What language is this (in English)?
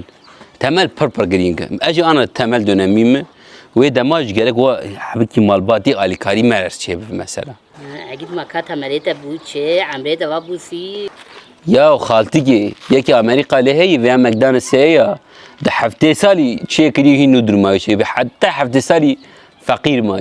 Kurdish